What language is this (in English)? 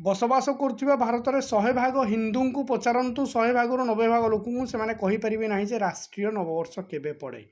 Odia